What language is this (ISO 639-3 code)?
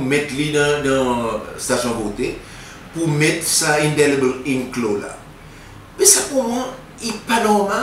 crs